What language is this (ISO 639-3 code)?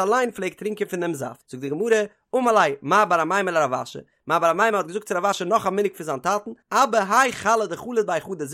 yid